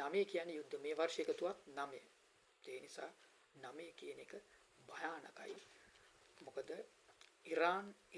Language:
Sinhala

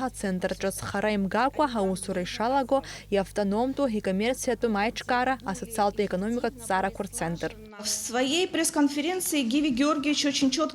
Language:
Abkhazian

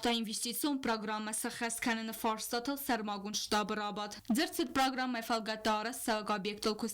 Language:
Ossetic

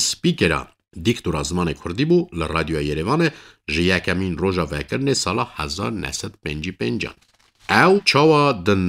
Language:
Kurdish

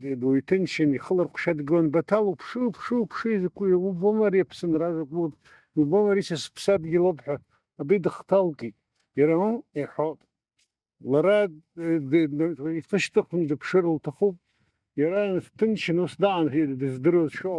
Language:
Abkhazian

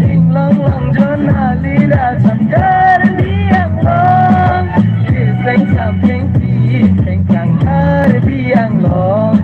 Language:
Karbi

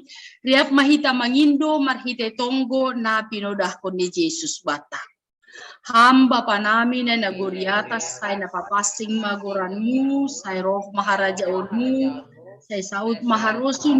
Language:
Batak Simalungun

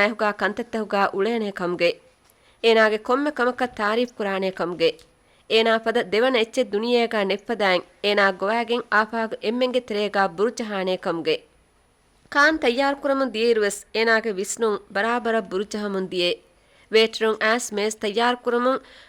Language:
Divehi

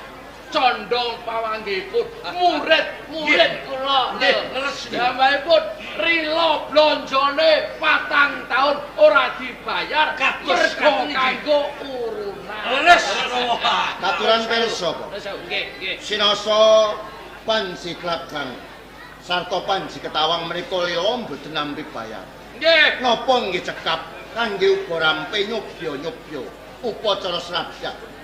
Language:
Javanese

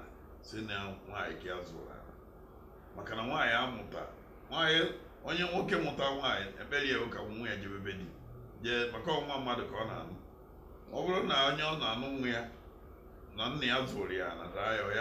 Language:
Igbo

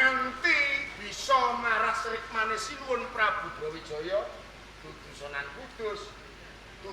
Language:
Javanese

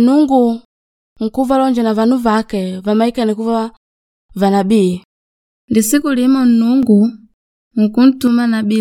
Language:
Makonde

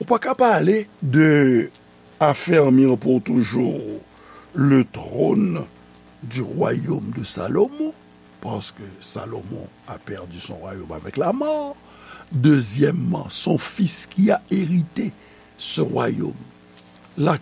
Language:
Haitian Creole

